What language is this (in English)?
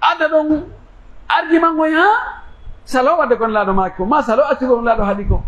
Pular